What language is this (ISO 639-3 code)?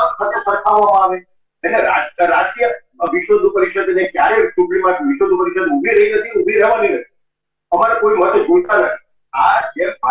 guj